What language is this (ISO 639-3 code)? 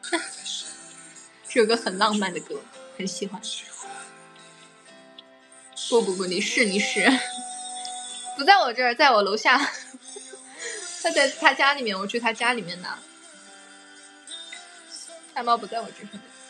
zho